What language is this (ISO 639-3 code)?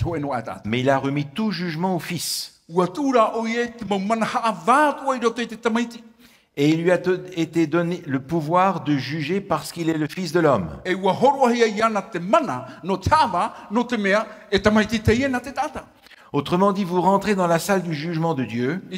tah